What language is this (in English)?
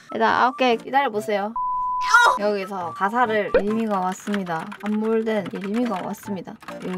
Korean